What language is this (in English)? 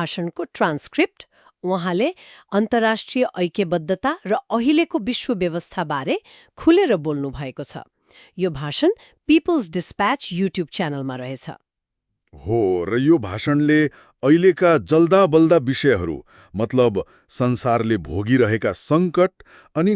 Nepali